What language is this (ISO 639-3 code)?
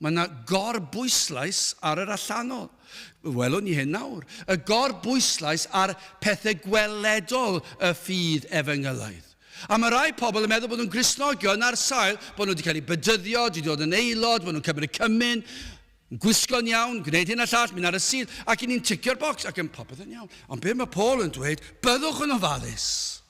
cym